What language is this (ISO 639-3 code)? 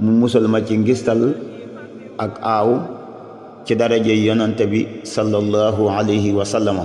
wol